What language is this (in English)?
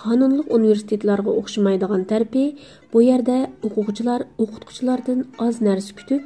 Uyghur